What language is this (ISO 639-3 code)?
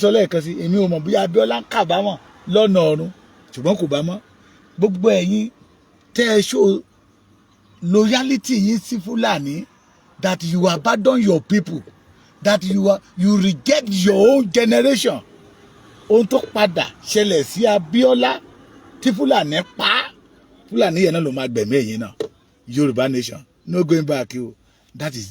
yor